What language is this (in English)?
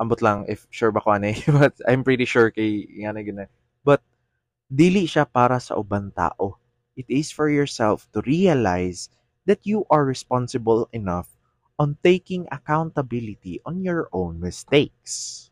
Cebuano